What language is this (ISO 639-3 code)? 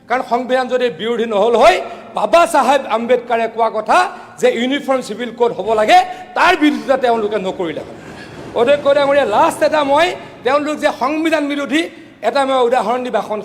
asm